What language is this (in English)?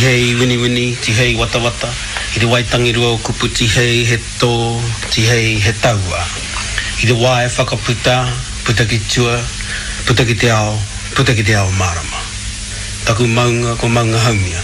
Māori